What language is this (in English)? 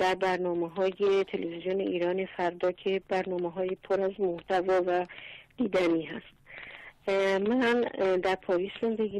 Persian